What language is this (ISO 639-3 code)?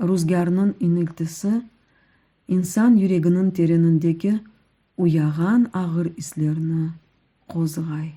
crh